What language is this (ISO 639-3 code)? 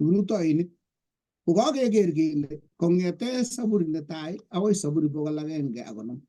kln